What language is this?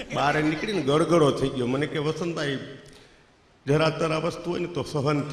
Gujarati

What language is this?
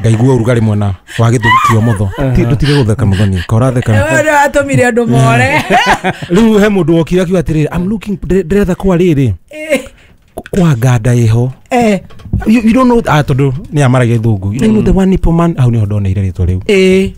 Kikuyu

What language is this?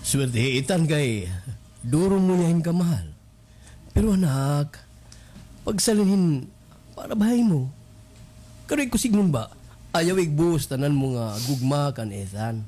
Waray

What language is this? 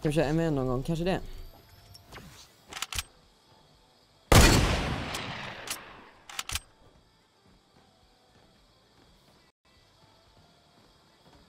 Swedish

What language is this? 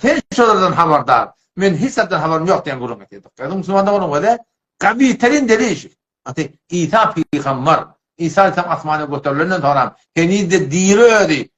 Turkmen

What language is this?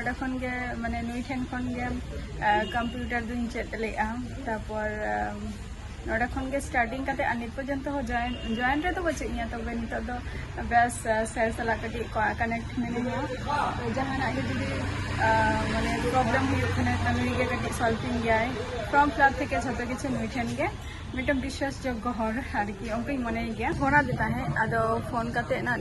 Santali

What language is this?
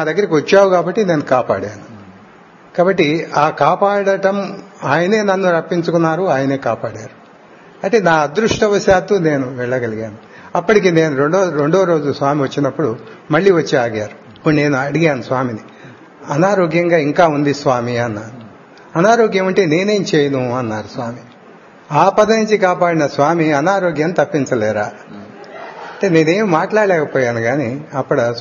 Telugu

